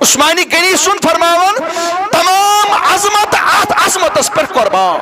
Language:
Kashmiri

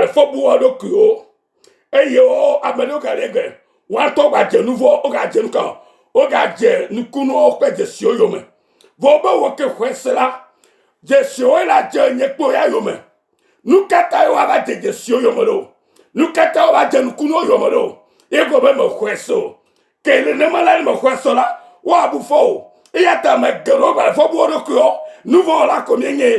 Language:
Ewe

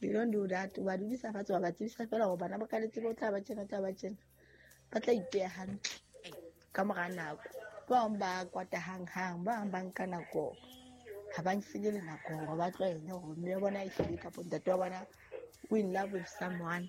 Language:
Southern Sotho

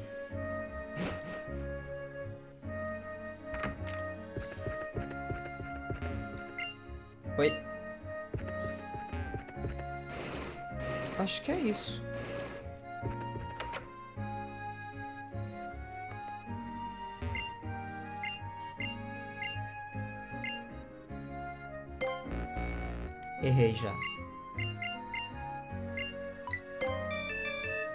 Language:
Portuguese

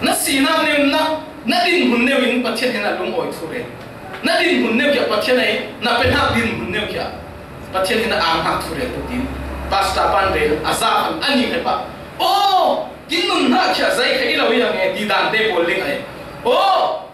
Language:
Falam Chin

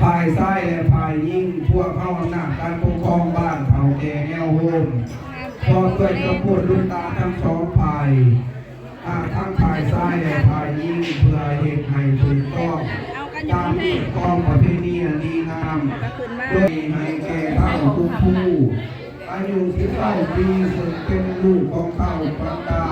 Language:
Northeastern Thai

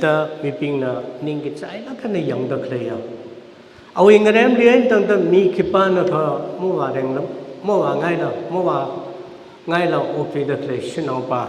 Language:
Tangkhul Naga (India)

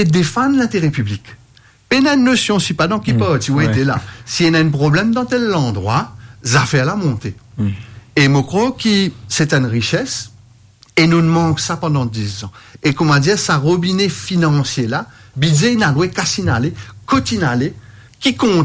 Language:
Morisyen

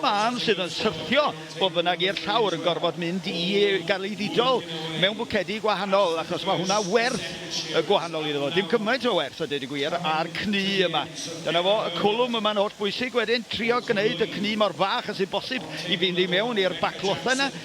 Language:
Welsh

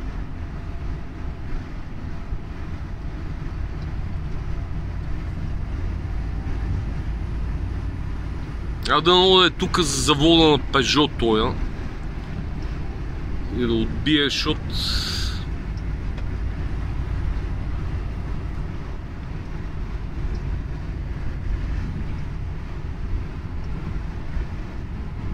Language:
Bulgarian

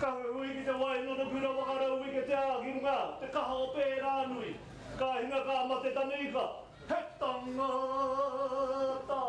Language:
Māori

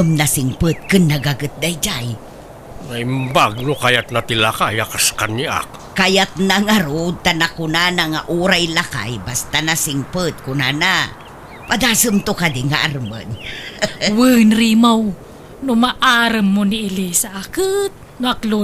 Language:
Iloko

